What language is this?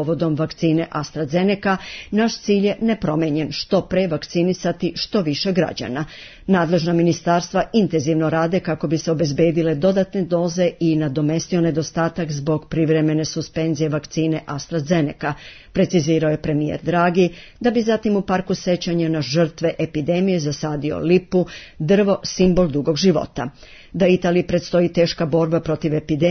Serbian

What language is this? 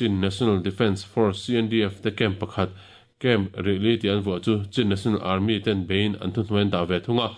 Mizo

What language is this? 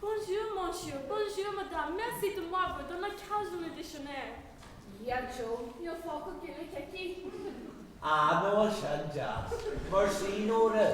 Irish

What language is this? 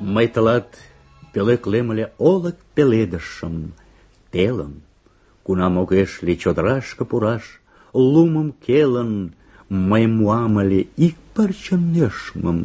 Mari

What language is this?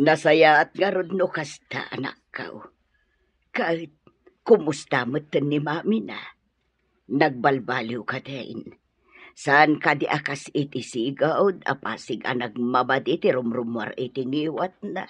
Iloko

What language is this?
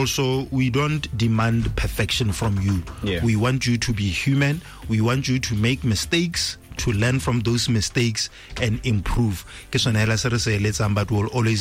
Tswana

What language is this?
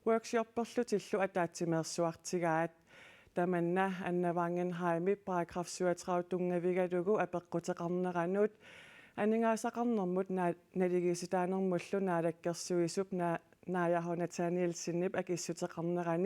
Kalaallisut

